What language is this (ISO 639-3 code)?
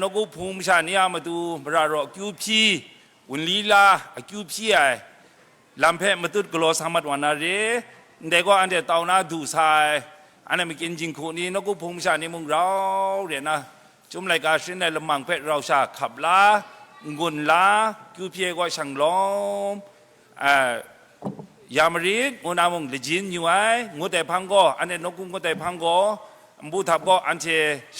kac